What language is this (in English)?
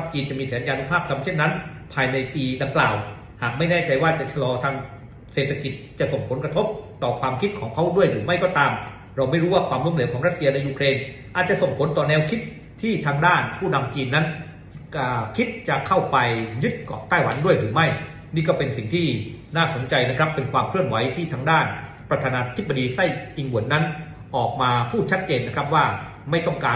Thai